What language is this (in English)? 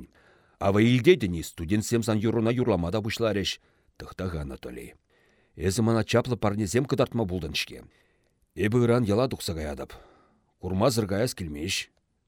Chuvash